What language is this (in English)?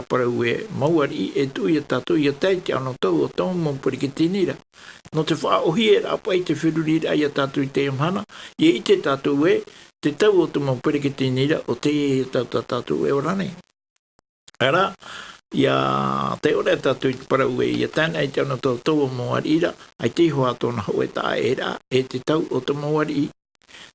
Tahitian